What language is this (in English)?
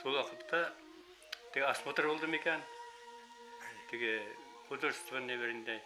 Bashkir